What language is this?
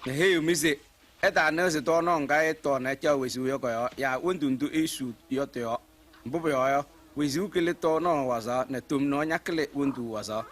Kabiyè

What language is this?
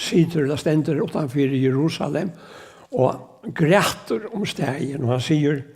Faroese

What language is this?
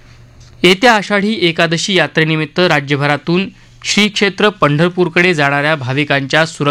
Marathi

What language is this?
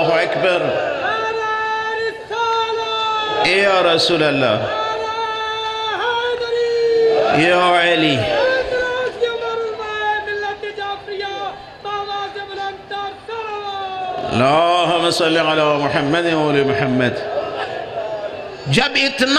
Urdu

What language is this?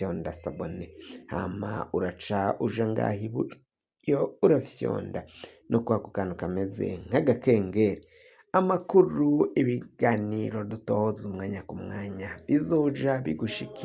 Rundi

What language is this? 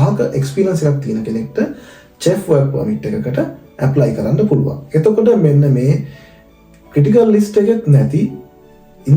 Sinhala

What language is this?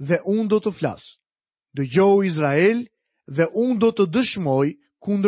Albanian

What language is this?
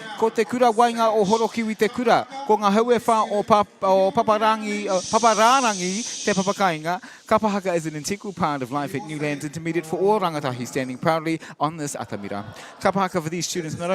Māori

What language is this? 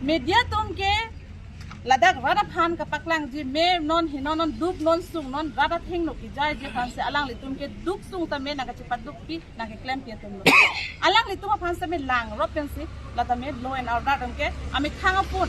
Karbi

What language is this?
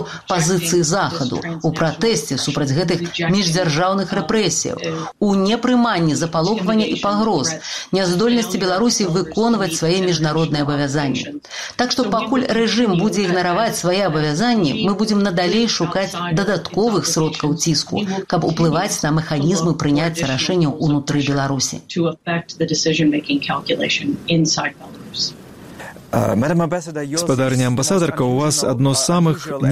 Belarusian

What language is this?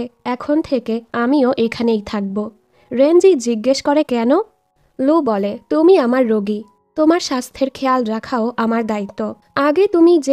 Bangla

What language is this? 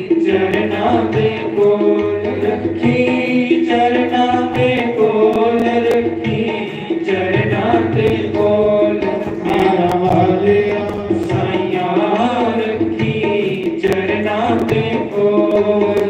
Dogri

